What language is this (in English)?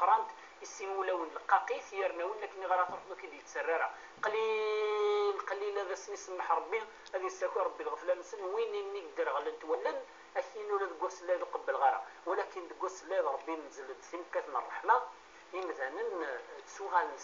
Kabyle